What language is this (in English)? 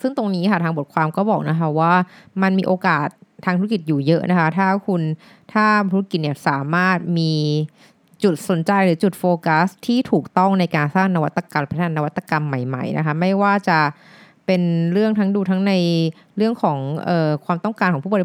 Thai